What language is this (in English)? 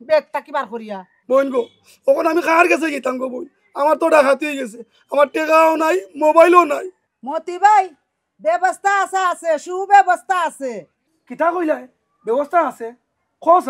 Sylheti